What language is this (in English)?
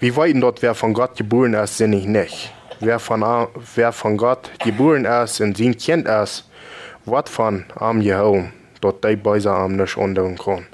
Plautdietsch